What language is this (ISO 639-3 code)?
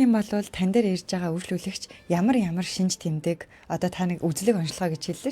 mon